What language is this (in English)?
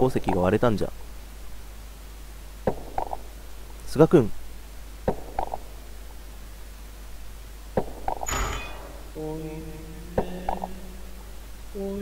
Japanese